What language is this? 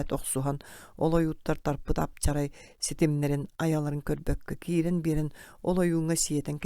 Yakut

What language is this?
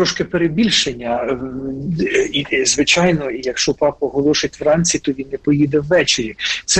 Ukrainian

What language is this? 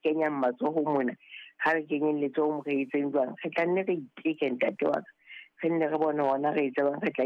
Southern Sotho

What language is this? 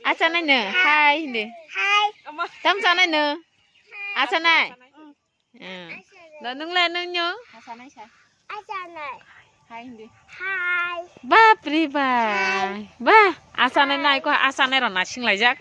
Kok Borok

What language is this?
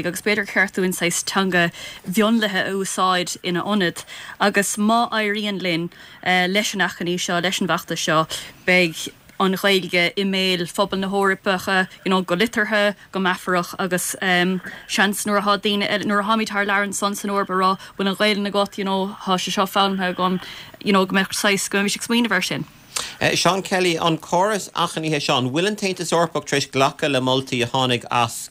Irish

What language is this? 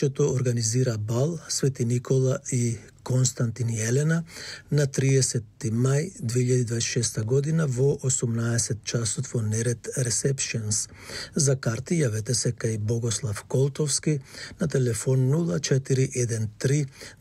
Macedonian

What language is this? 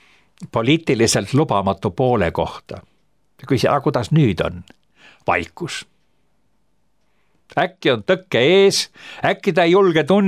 Estonian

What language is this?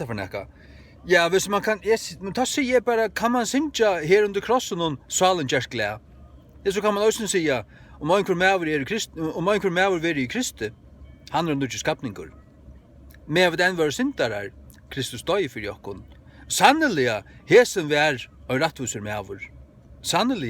Faroese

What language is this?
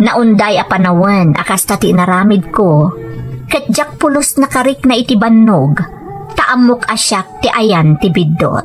Iloko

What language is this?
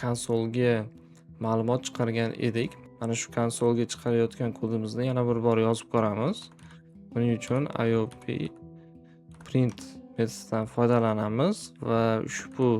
Uzbek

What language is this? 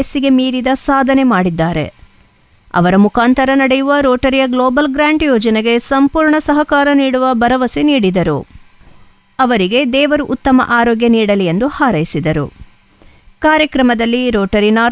Kannada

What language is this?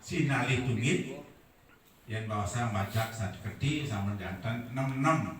Balinese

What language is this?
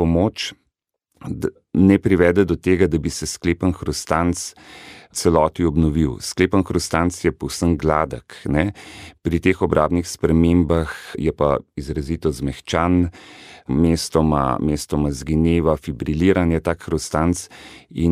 Slovenian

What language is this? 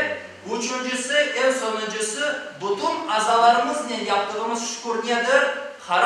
Crimean Tatar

